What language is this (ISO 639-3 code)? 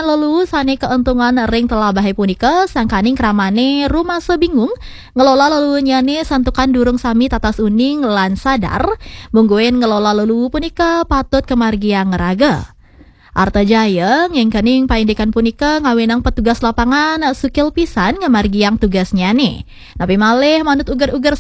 ban